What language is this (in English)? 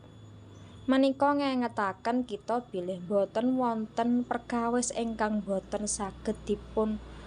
Javanese